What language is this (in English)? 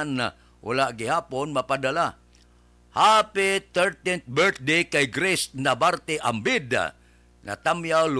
Hiligaynon